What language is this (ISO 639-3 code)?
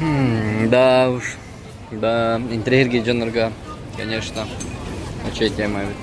sah